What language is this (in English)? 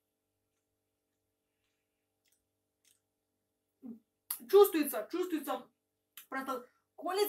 Russian